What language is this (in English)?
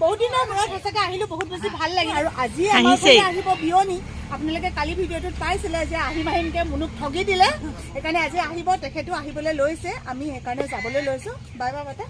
Assamese